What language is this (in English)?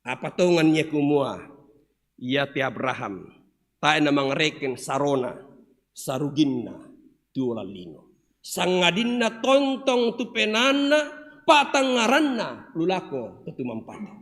Toraja-Sa'dan